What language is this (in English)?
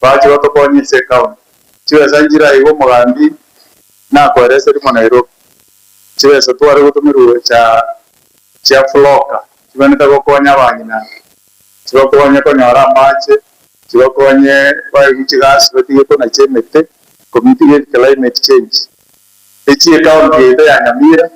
Gusii